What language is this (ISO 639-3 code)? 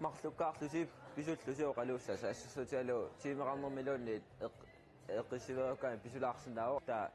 kal